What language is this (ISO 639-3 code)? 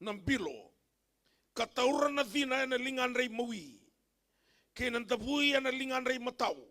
fij